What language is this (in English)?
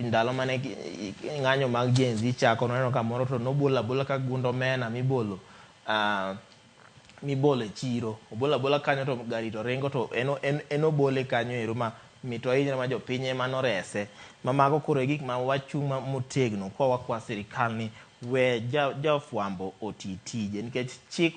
Luo (Kenya and Tanzania)